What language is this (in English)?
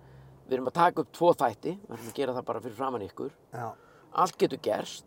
Icelandic